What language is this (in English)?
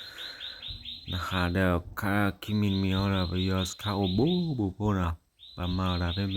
S'gaw Karen